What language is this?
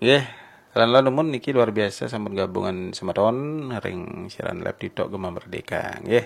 Balinese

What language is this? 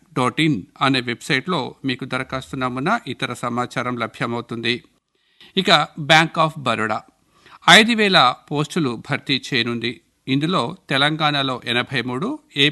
Telugu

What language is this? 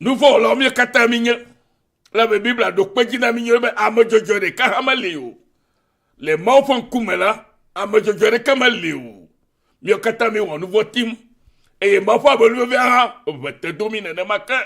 Ewe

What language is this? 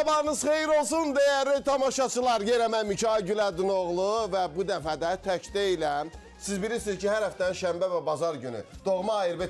Azerbaijani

